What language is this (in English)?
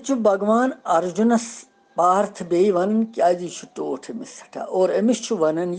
Kashmiri